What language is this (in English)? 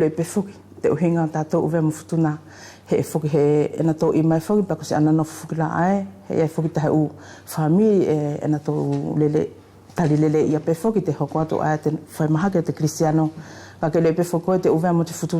Wallisian